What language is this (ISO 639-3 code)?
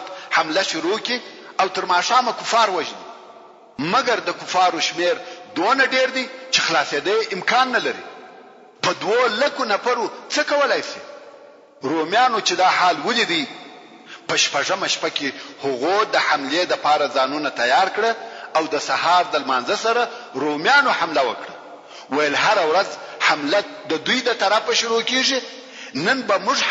pus